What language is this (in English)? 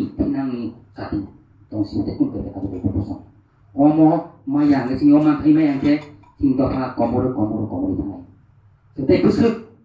Kok Borok